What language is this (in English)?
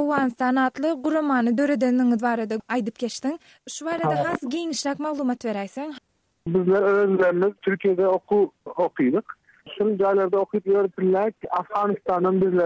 Turkmen